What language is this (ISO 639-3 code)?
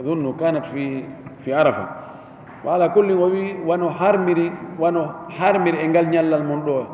ful